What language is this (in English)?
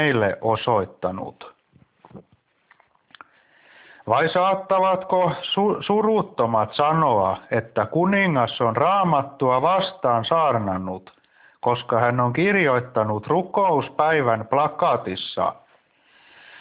Finnish